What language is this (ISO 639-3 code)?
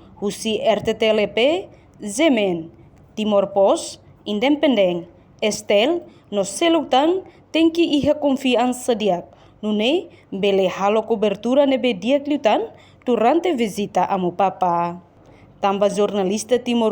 tet